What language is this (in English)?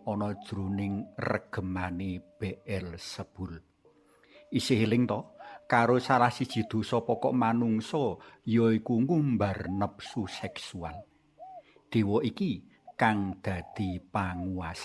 Javanese